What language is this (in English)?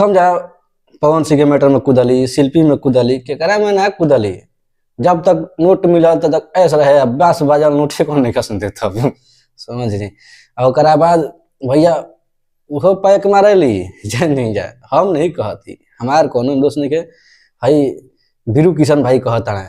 Bhojpuri